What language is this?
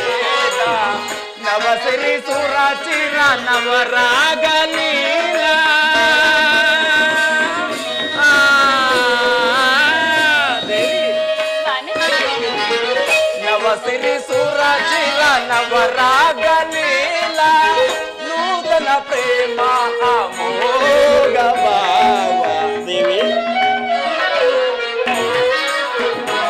Kannada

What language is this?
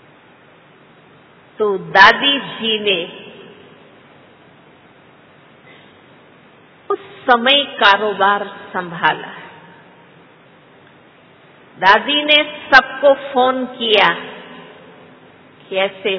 Hindi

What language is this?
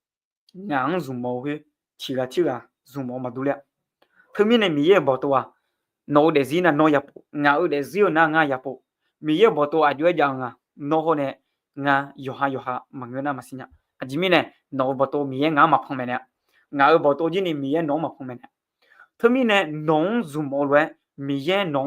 Akha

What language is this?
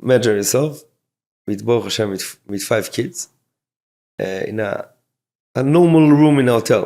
Yiddish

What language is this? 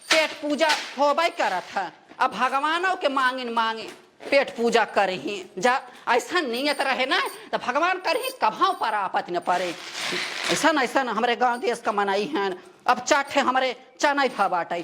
Awadhi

